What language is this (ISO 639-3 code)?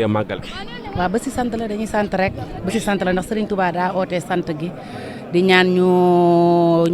wol